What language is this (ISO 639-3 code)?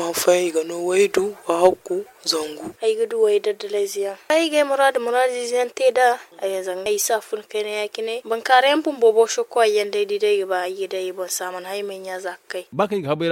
dje